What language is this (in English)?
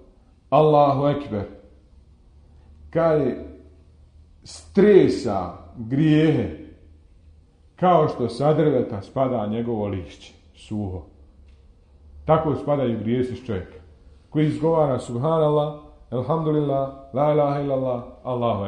Bosnian